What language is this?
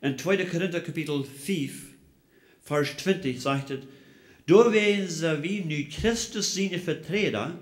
Plautdietsch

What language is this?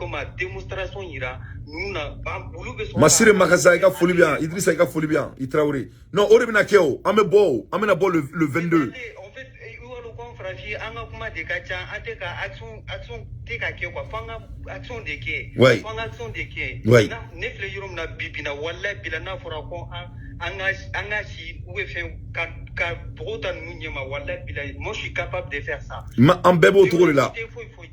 Bambara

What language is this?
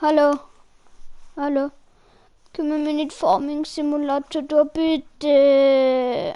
Bavarian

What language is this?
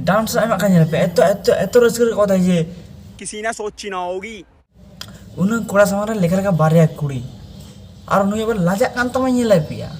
Santali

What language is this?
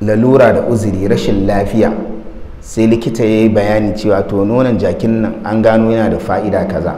Hausa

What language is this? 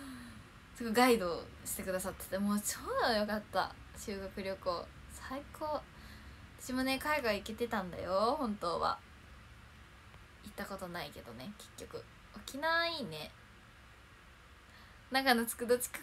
Japanese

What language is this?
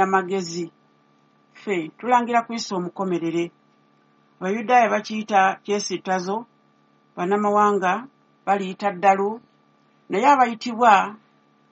Ganda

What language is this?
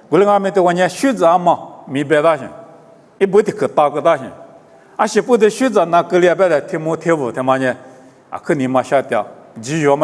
Lisu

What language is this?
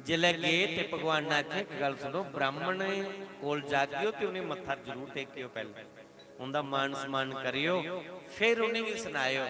Dogri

